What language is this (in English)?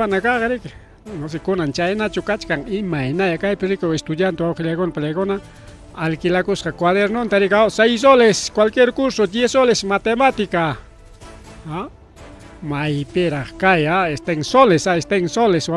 Ayacucho Quechua